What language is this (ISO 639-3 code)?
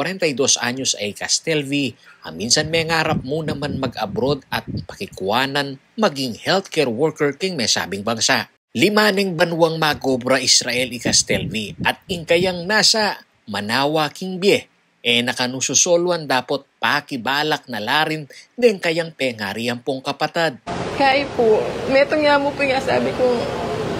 pam